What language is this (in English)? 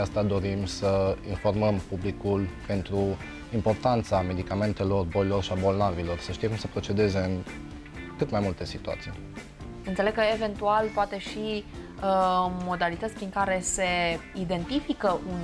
Romanian